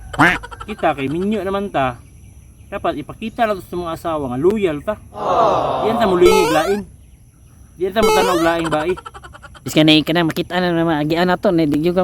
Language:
Cebuano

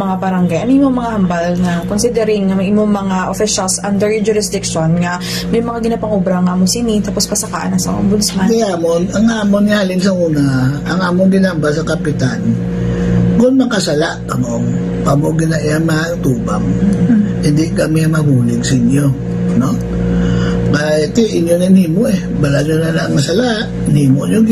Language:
Hiligaynon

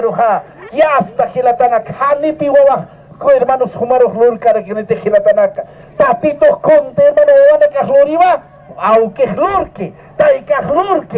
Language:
Aymara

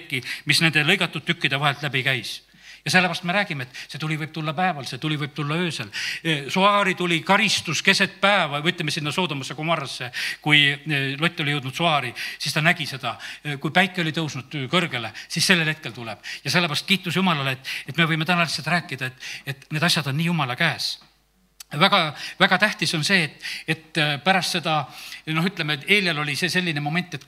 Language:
Estonian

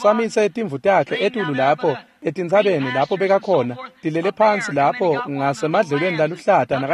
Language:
Swati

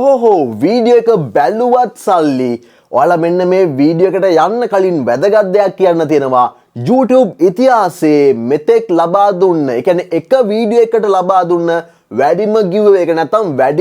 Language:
Sinhala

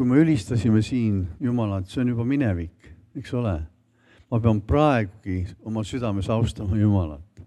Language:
Estonian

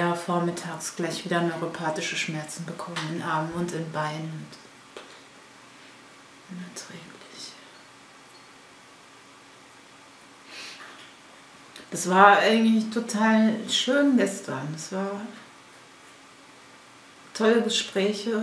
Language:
German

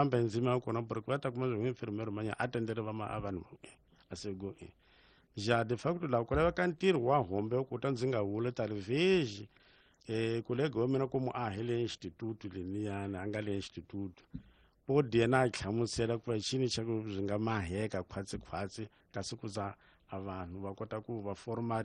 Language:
Tsonga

